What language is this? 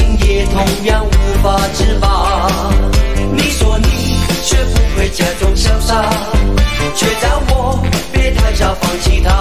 Chinese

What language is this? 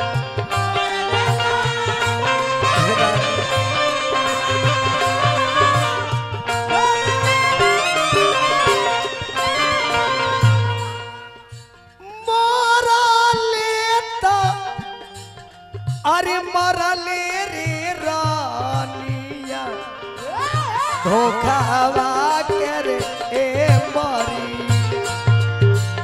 Bhojpuri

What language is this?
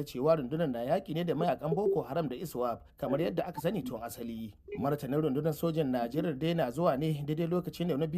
Hausa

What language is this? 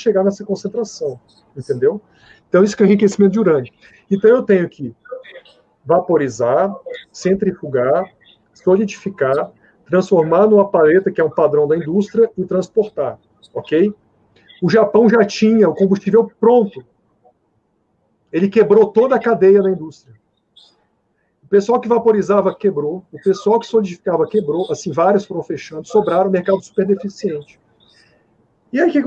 Portuguese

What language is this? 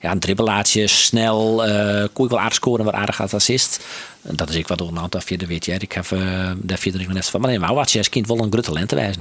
Western Frisian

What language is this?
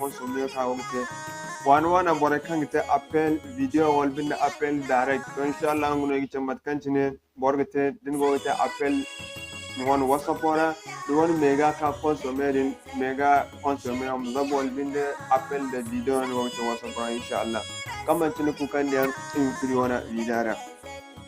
Zarma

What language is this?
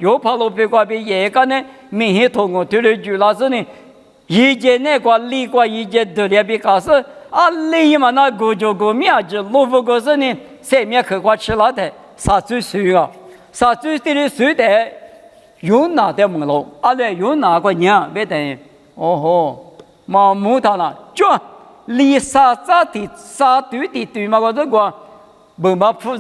Lisu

